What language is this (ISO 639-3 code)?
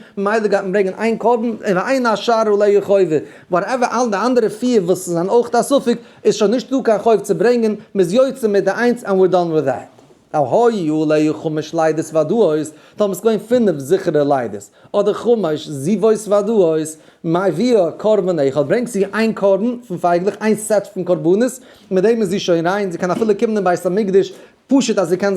yid